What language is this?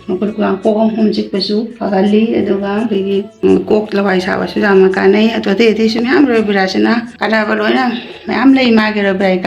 Manipuri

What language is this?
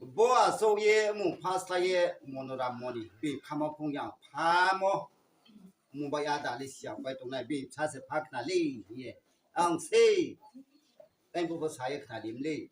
Riang (India)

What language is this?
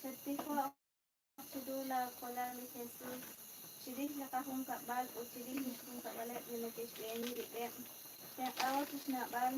Kekchí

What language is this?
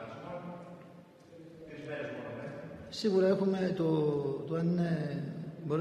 Greek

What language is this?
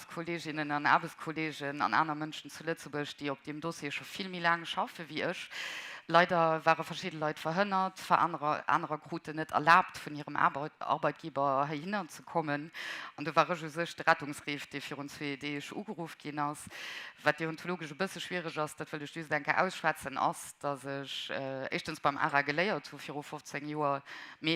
Luxembourgish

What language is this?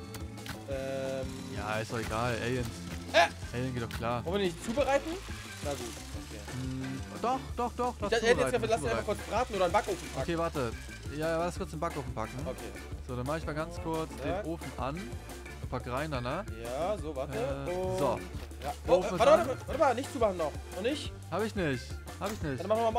German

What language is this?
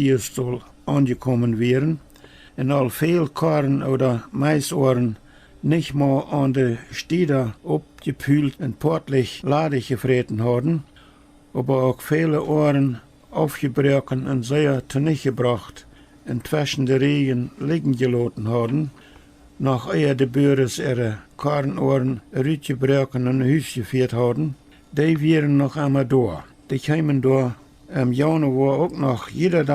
Plautdietsch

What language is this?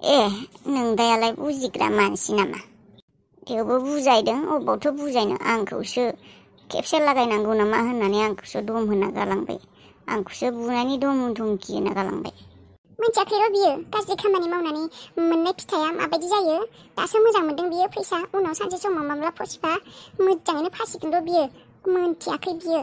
Bodo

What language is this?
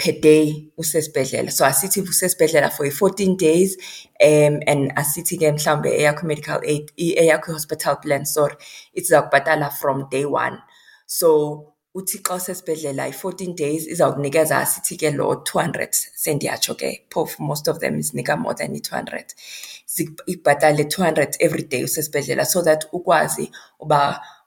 Xhosa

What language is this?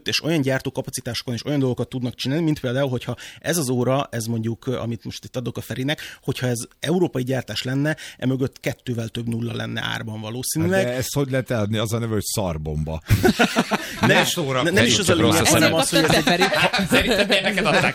Hungarian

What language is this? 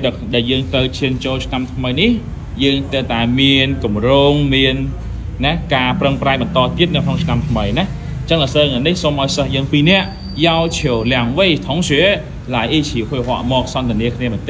Khmer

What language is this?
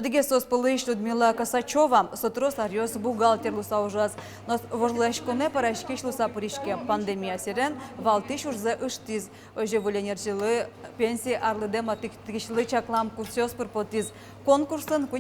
Udmurt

